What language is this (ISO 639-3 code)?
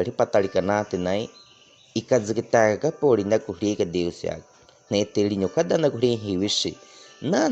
bwi